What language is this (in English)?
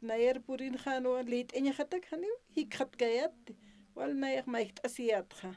Aymara